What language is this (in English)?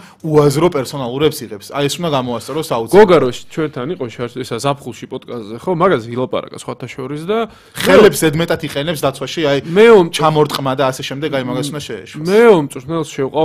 Georgian